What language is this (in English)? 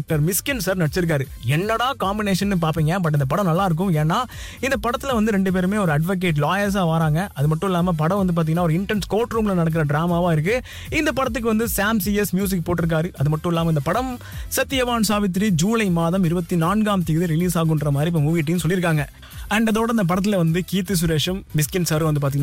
Tamil